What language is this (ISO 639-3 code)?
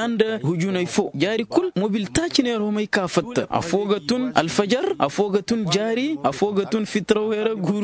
ses